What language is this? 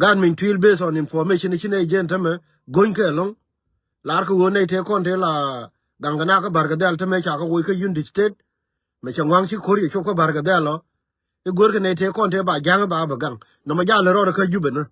Nuer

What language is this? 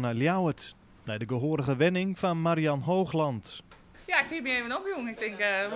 Western Frisian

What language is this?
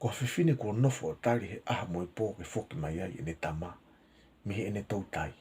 Tongan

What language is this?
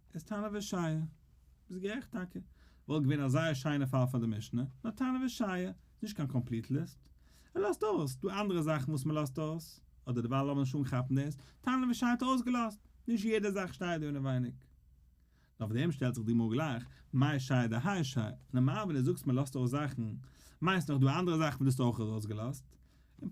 Yiddish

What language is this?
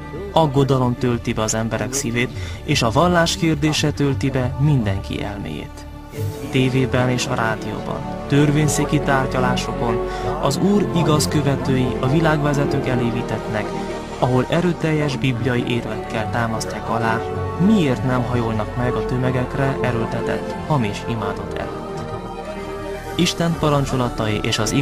Hungarian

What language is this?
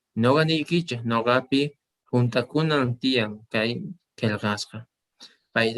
South Bolivian Quechua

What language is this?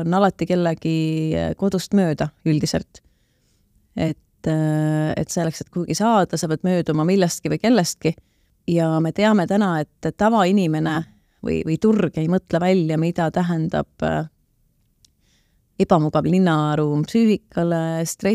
Estonian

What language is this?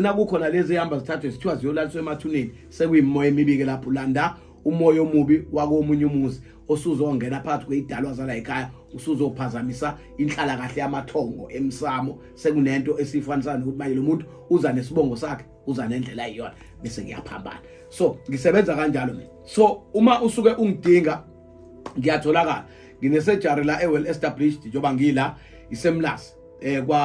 Zulu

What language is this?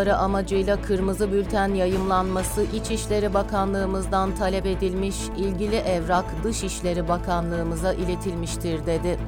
Turkish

